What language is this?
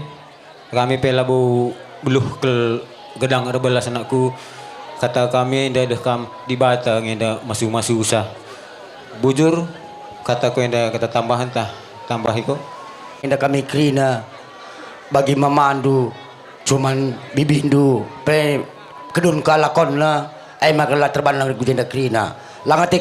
Batak Karo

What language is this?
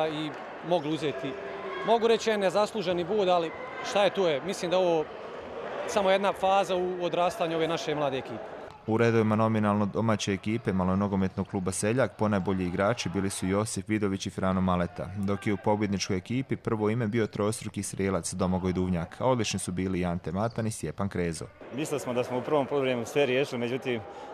Croatian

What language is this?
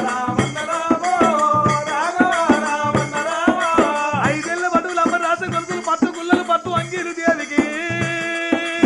Telugu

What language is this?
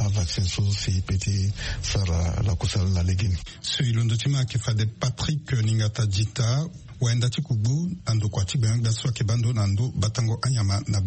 Sango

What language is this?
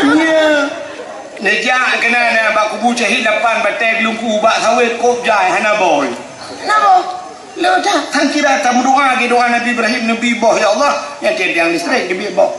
Achinese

